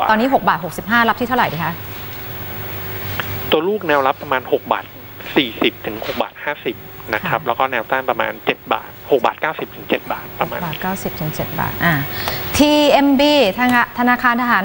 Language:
Thai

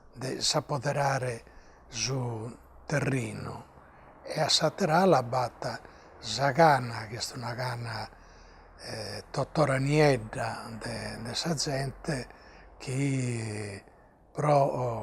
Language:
Sardinian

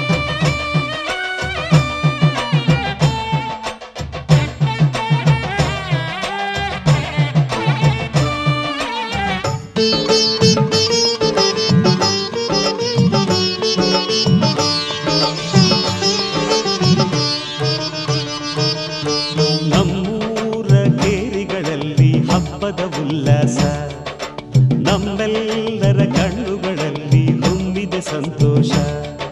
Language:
Kannada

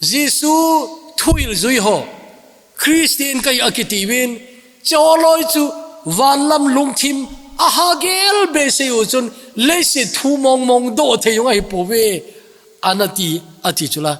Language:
Thado Chin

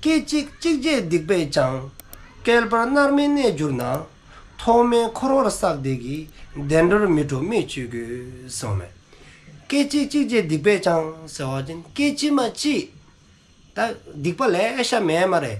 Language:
Dzongkha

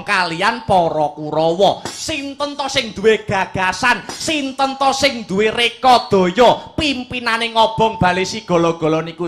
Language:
Javanese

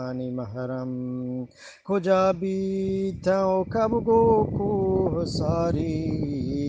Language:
Eastern Balochi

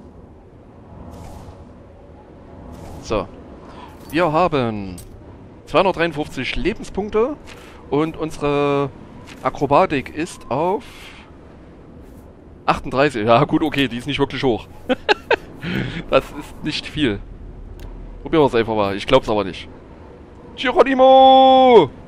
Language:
German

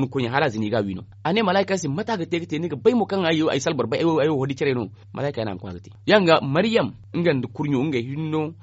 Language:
Zarma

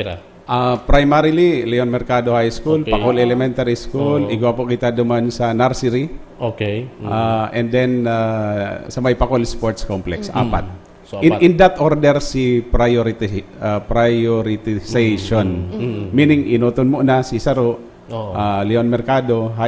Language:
Bikol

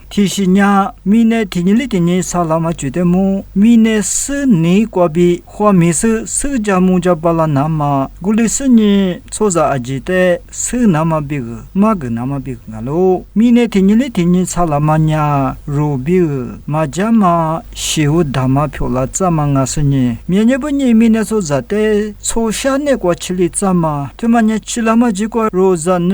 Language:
Lisu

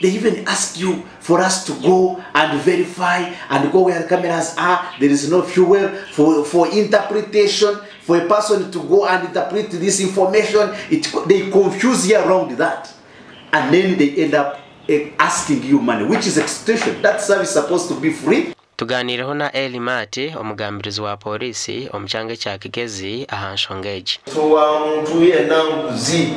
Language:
Nyankole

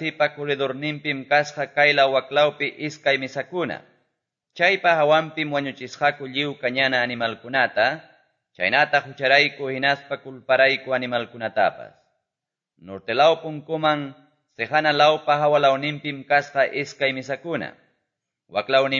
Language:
Quechua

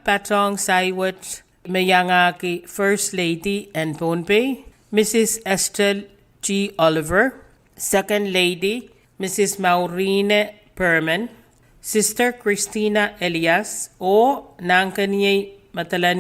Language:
Pohnpeian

